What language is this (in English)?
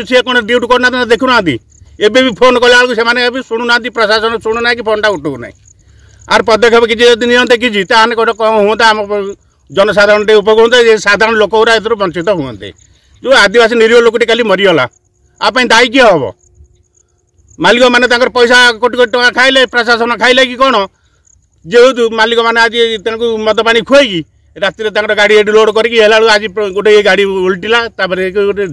Odia